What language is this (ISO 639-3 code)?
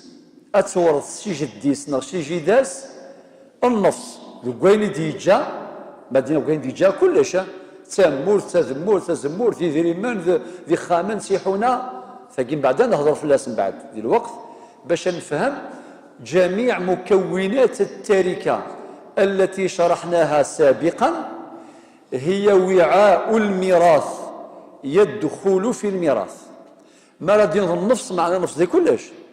kab